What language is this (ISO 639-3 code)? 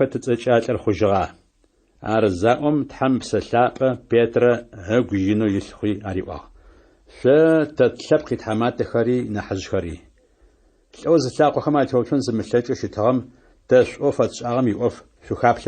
ady